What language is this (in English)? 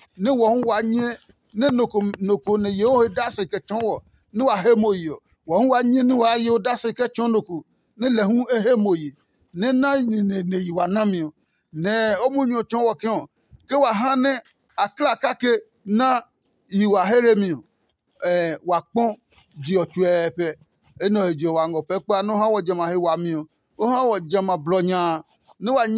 Adangme